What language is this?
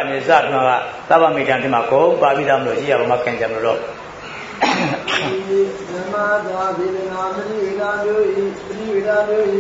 Burmese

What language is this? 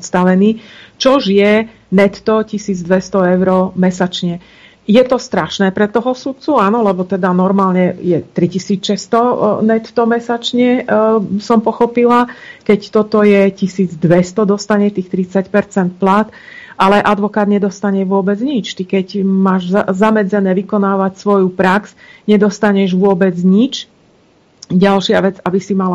Slovak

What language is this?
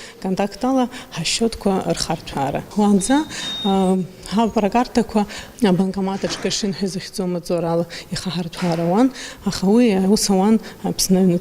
Abkhazian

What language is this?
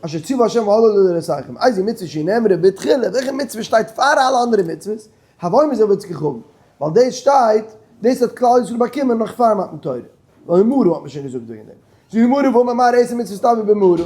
Yiddish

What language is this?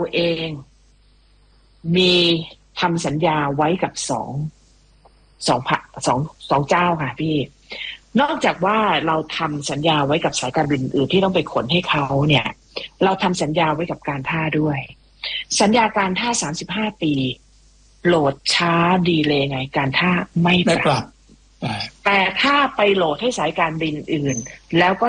Thai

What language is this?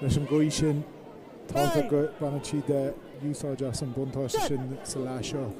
Irish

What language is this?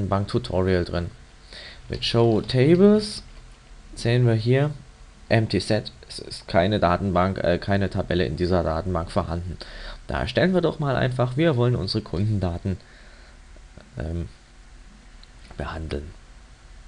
German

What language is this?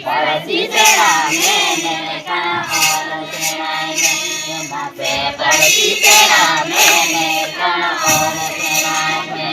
Santali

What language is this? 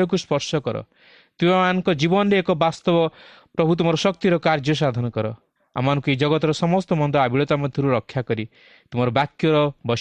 Odia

